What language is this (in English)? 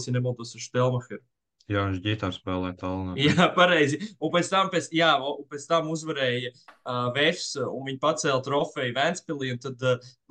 Latvian